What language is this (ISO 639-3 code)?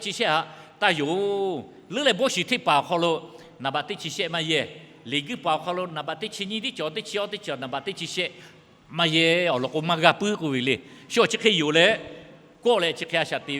lhu